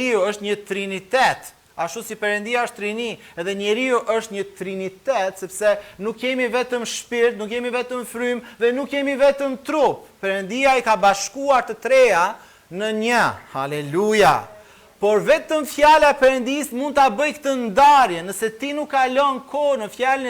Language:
Albanian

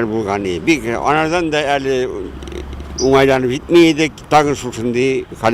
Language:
Tatar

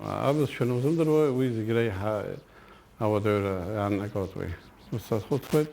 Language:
Abkhazian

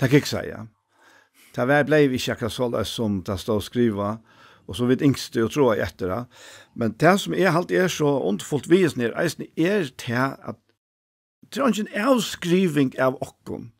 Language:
Faroese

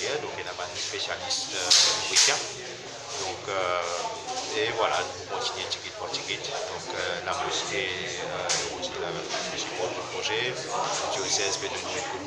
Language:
Morisyen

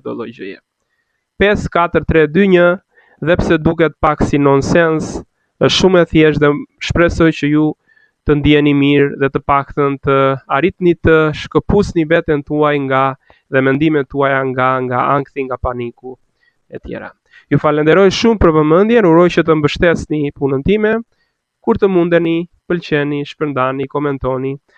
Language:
Albanian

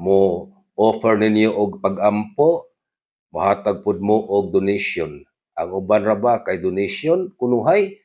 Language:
Cebuano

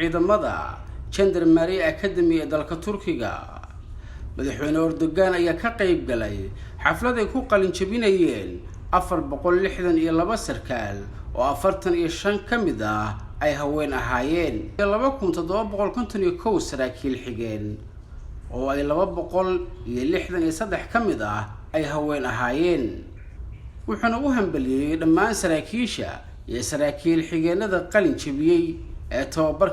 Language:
Somali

